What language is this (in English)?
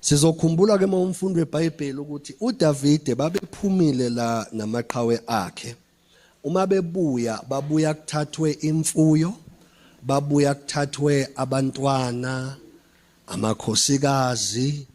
Zulu